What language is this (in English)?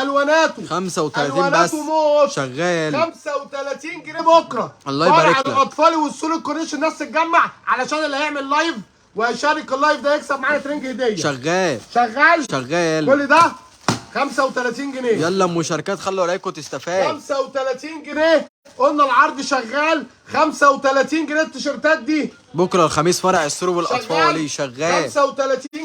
Egyptian Arabic